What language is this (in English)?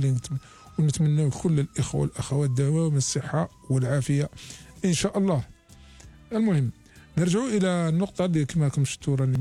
Algerian Arabic